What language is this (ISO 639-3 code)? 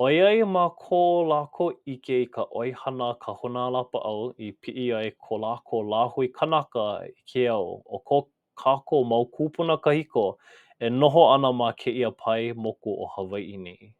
haw